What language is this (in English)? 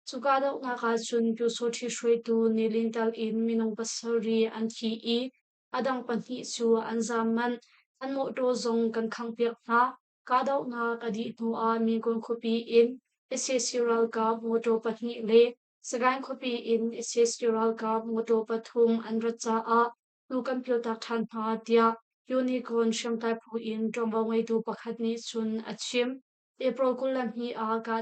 Hakha Chin